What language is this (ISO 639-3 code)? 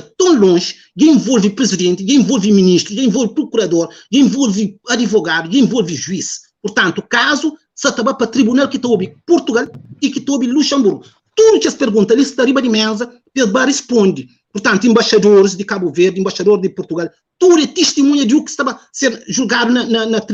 kea